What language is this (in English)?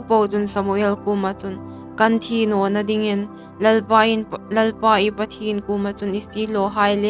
Hmar